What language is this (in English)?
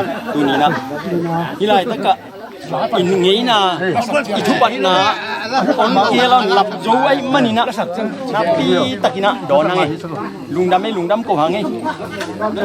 Tedim Chin